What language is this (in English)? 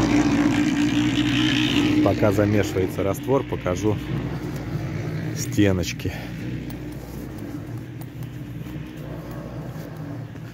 Russian